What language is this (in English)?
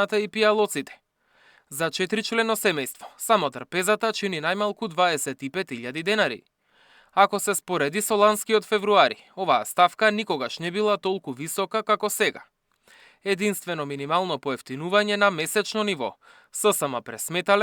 Macedonian